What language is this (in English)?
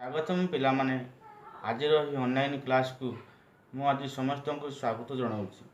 Odia